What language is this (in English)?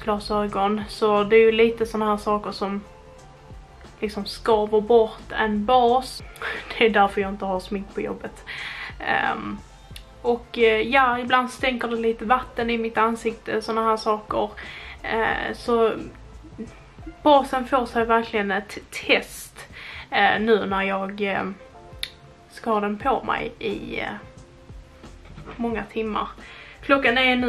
Swedish